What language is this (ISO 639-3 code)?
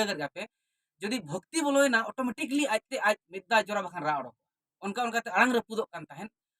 sat